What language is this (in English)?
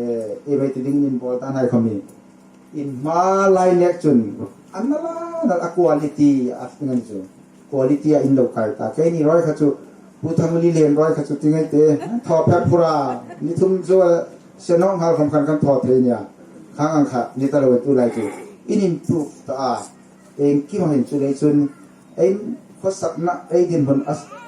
Hmar